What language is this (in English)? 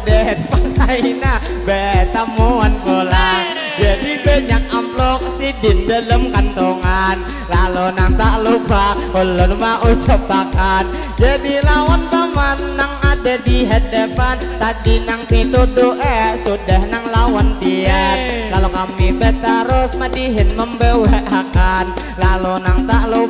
Banjar